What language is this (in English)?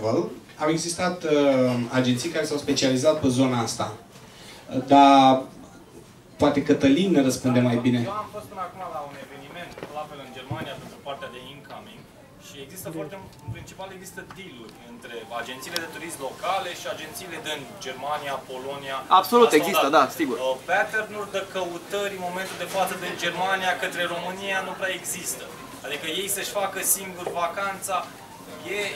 Romanian